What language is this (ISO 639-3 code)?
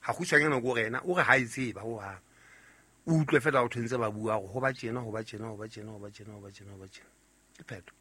sot